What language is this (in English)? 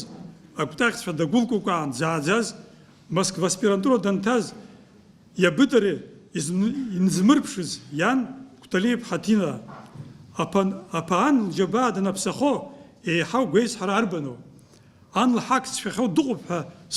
Abkhazian